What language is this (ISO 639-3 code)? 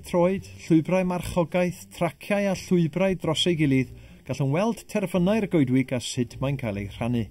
cym